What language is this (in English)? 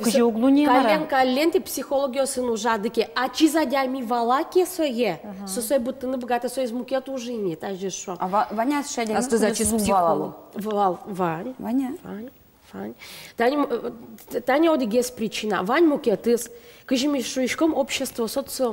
Udmurt